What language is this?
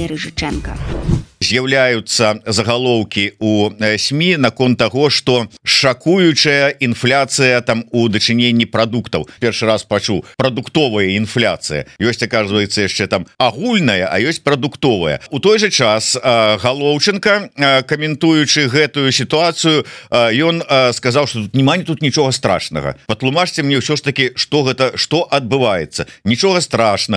Belarusian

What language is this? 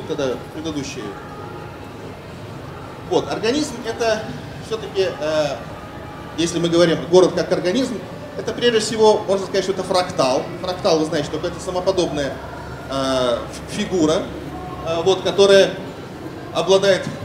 Russian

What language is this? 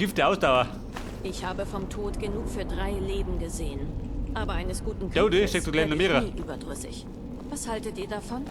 Bavarian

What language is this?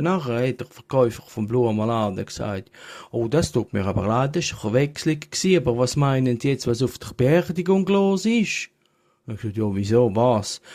Swiss German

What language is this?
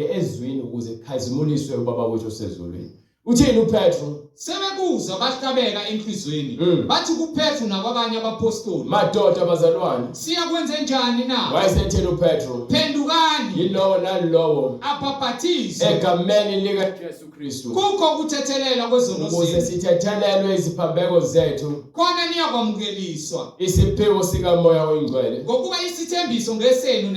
Zulu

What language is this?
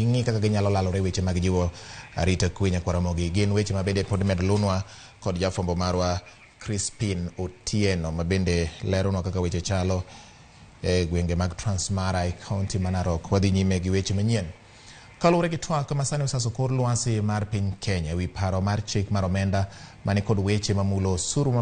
Luo (Kenya and Tanzania)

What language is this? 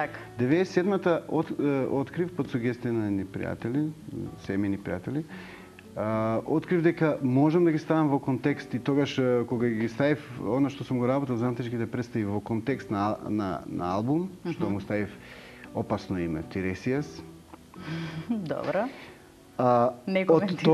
Macedonian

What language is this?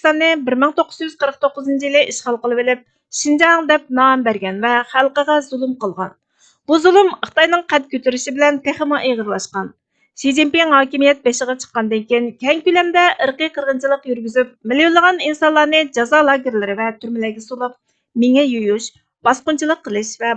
Uyghur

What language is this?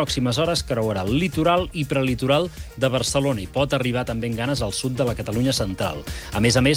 Catalan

